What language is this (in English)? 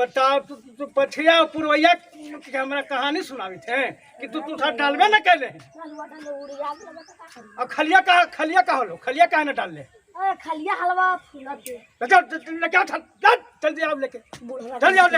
Magahi